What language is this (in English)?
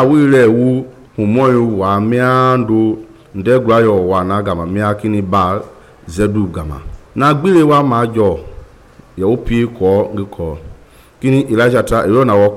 Mende